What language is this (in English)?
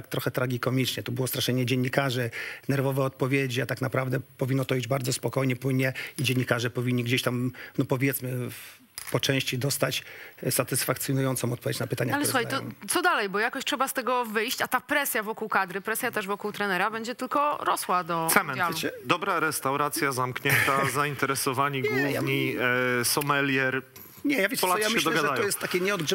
Polish